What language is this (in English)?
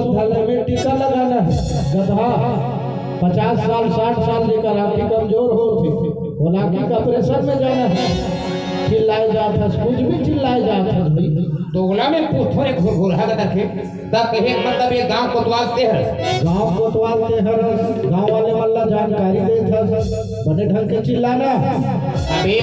Chhattisgarhi